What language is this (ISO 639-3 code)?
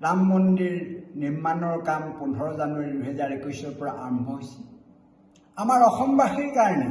asm